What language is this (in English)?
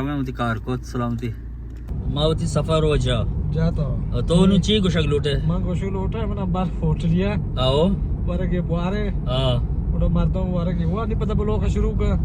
Baluchi